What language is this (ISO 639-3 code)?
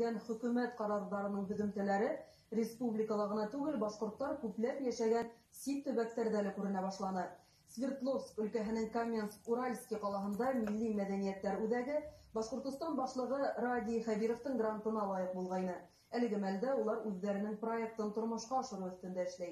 bak